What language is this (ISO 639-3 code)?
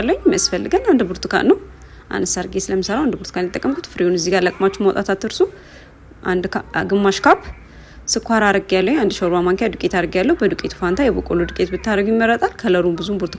amh